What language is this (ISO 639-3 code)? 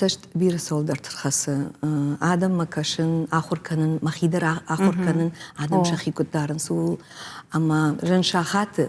oss